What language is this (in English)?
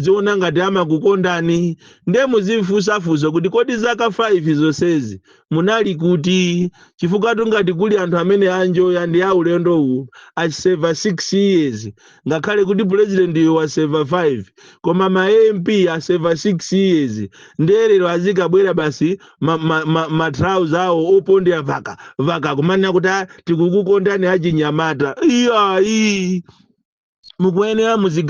Nyanja